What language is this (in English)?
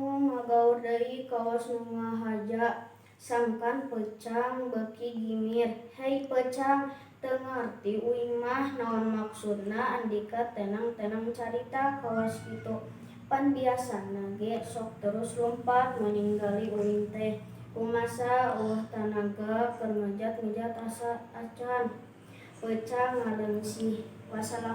Sundanese